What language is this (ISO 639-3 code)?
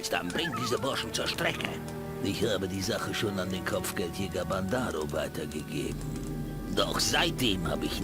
bar